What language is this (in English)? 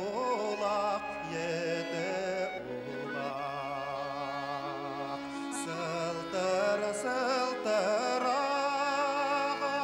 Bashkir